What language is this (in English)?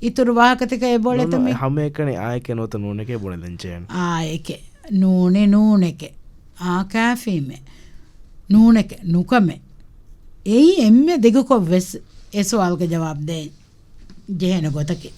Divehi